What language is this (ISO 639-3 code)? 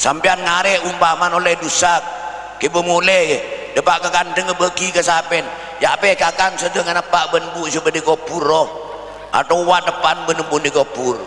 mad